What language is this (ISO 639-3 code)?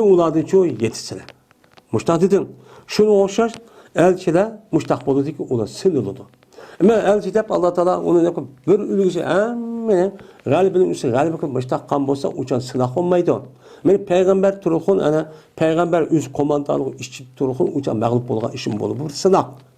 uig